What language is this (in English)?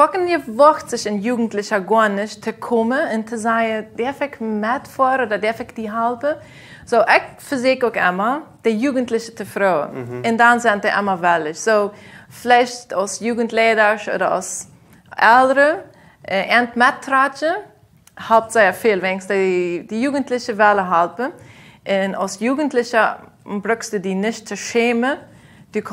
Plautdietsch